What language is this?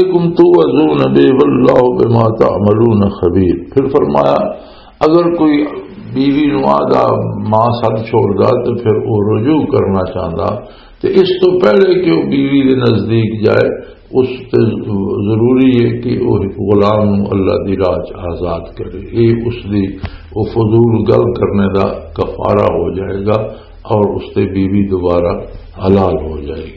Western Panjabi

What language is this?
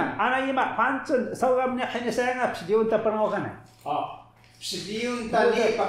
Taroko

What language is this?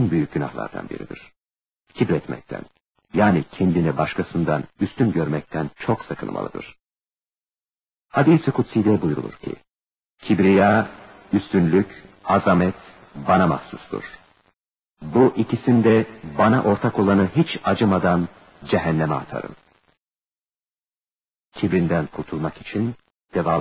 Turkish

